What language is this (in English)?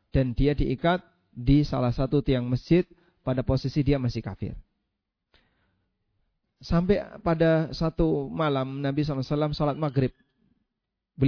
Indonesian